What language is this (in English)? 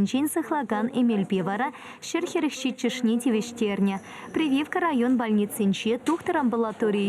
Chuvash